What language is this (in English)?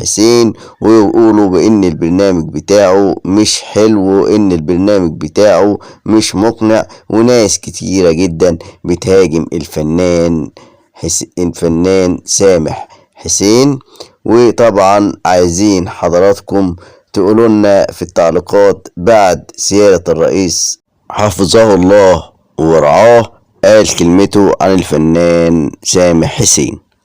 Egyptian Arabic